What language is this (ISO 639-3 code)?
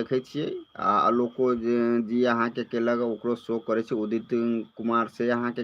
mai